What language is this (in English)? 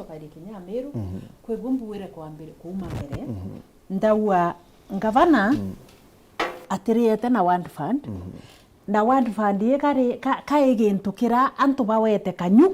Meru